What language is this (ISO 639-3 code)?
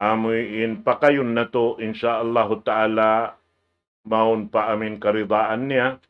tsg